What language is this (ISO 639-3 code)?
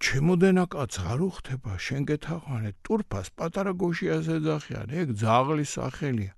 kat